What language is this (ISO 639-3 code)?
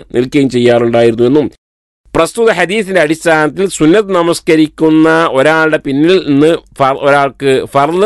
mal